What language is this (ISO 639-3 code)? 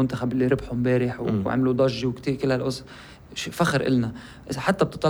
apc